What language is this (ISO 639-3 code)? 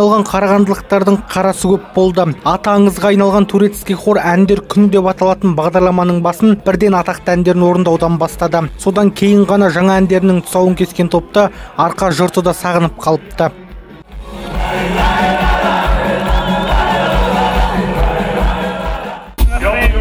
kaz